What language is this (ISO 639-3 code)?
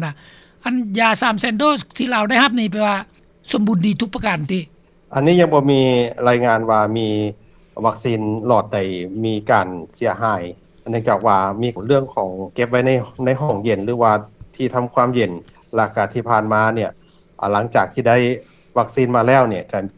lao